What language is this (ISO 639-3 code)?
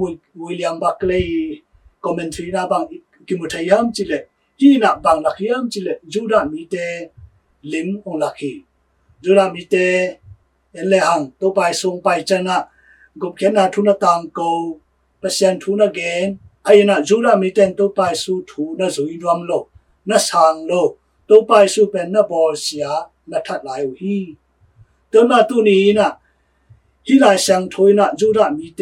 ctd